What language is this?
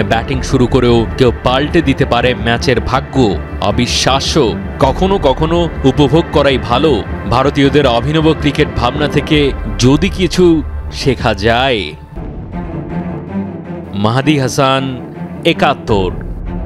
Bangla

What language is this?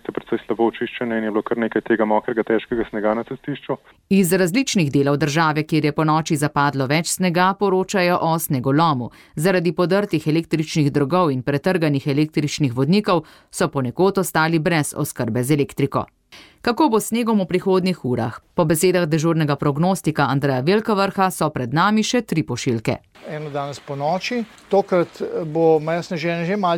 Slovenian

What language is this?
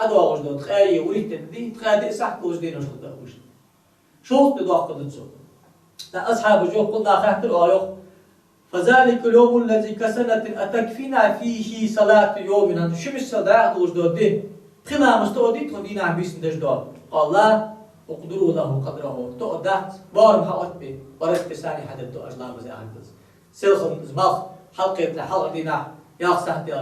Ingush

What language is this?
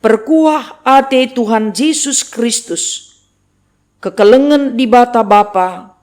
Batak Karo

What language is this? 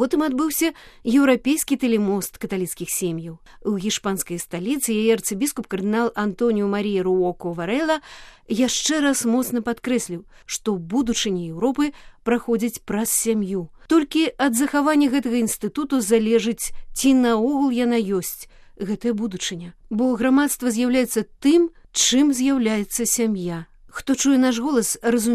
Belarusian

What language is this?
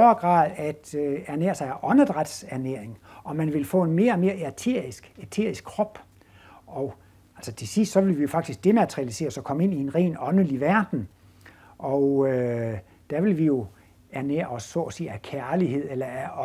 Danish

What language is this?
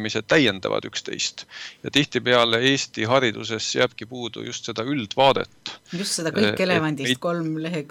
Estonian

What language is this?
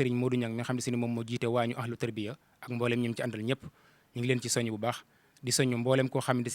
Wolof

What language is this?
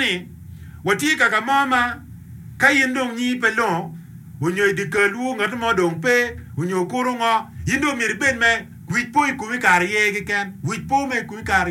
Acoli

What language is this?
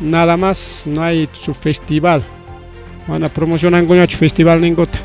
Ayacucho Quechua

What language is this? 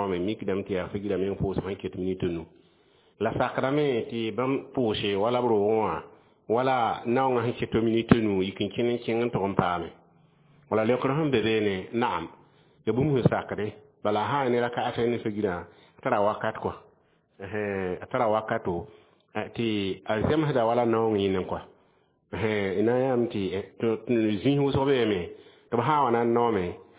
Mossi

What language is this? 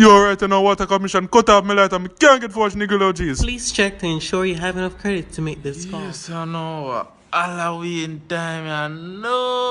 Jamaican Creole English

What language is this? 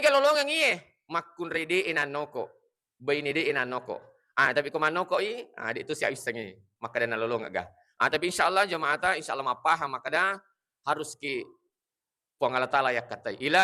Buginese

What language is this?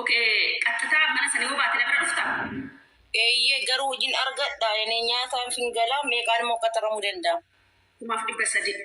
Oromo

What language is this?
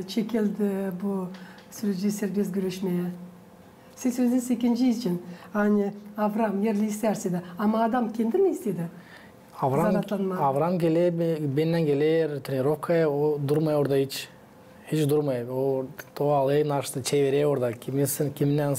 Gagauz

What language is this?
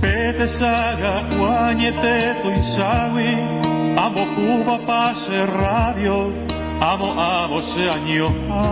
Guarani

